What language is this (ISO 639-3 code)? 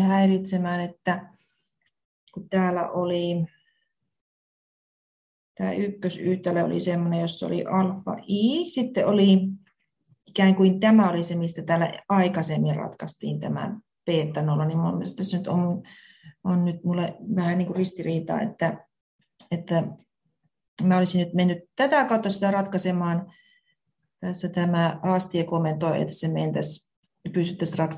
fin